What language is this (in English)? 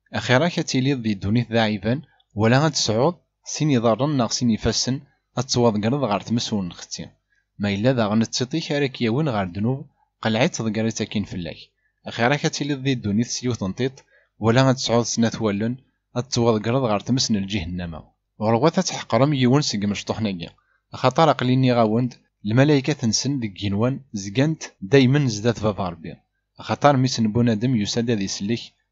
Kabyle